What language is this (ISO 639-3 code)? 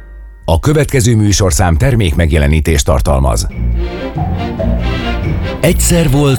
hun